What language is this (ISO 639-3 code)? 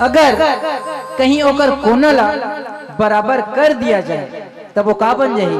hne